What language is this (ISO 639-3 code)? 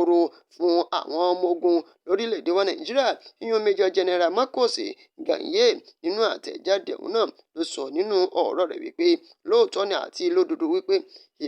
yor